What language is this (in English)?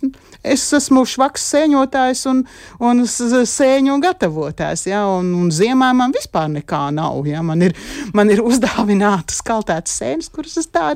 Latvian